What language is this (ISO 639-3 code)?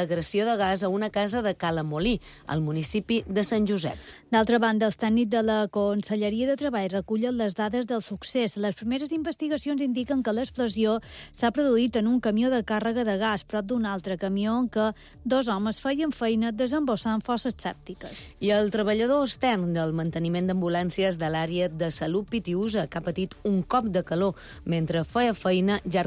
cat